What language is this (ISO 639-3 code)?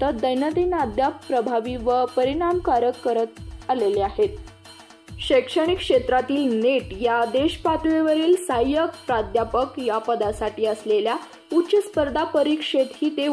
mar